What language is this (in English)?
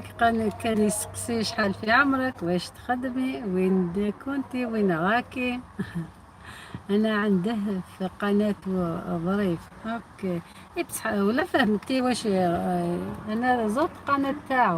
Algerian Arabic